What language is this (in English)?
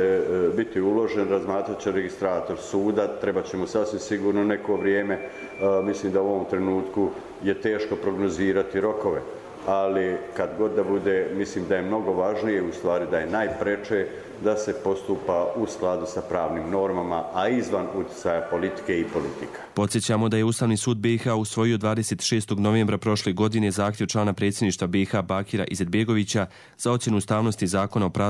Bosnian